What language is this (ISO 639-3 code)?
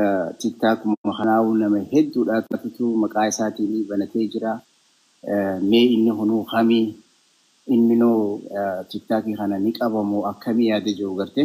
orm